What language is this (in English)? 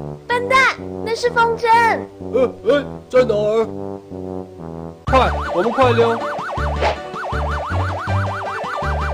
Chinese